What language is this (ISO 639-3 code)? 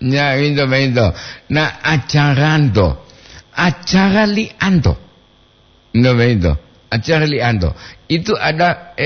gor